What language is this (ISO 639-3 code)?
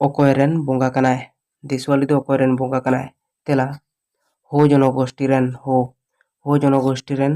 sat